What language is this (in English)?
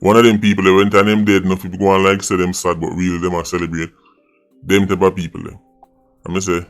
Jamaican Creole English